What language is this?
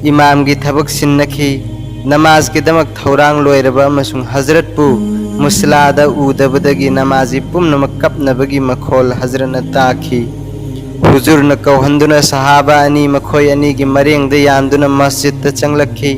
Manipuri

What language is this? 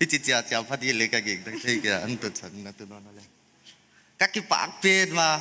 Paite Chin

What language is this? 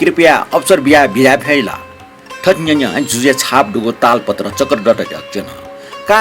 Newari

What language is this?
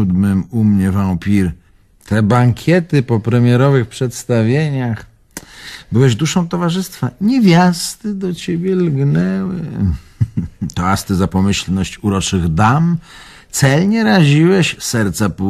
Polish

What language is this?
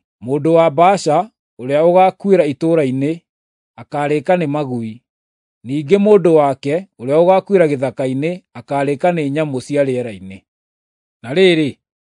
Kikuyu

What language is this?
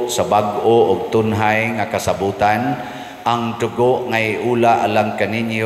Cebuano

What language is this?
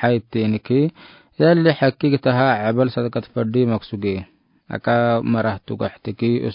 Afar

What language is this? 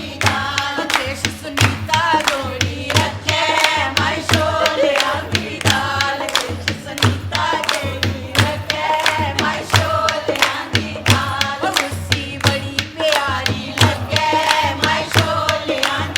Dogri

